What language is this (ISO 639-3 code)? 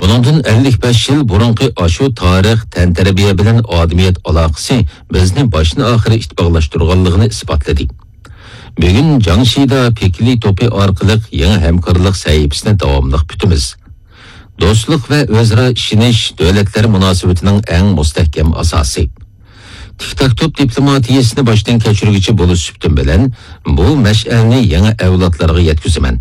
uig